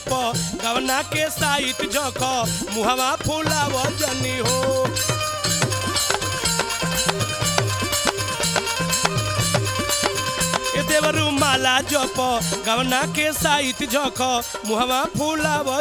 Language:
Bhojpuri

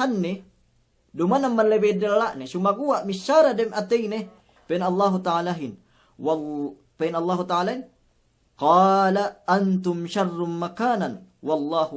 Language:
Yakan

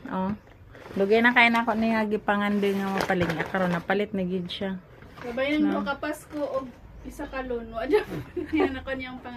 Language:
Cebuano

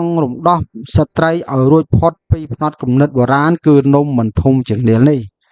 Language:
Khmer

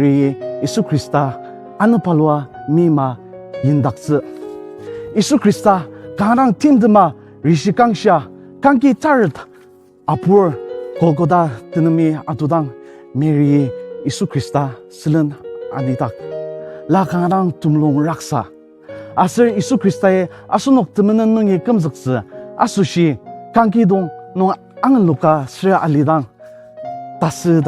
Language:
Ao Naga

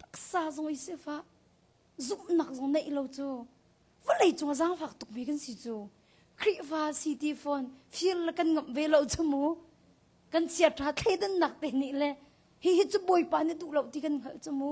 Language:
Hakha Chin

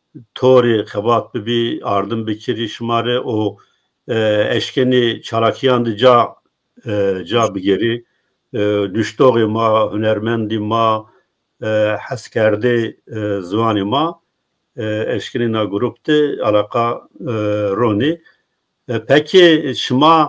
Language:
Zaza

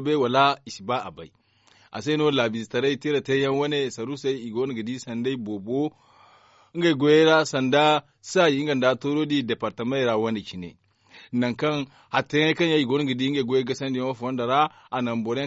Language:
Zarma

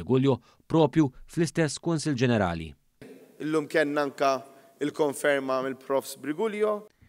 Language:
Maltese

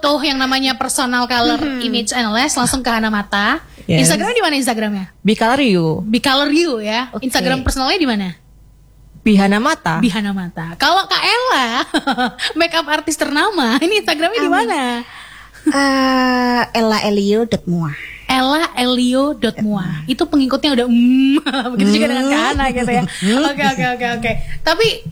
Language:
Indonesian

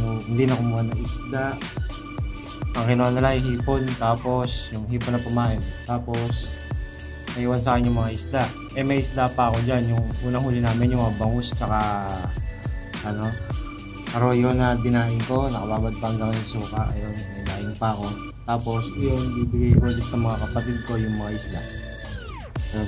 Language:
Filipino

